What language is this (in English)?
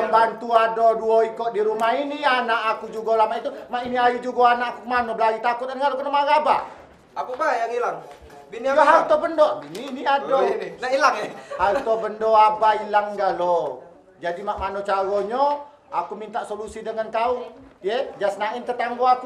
Musi